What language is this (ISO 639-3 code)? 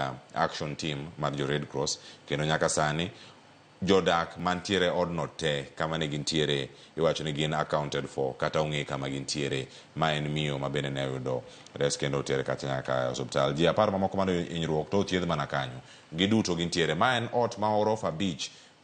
luo